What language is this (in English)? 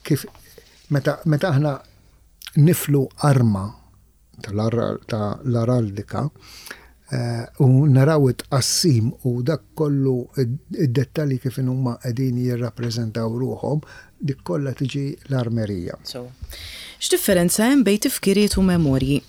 Maltese